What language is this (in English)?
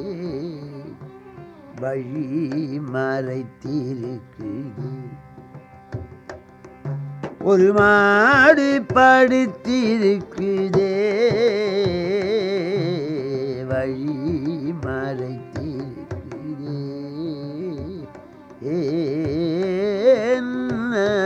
Tamil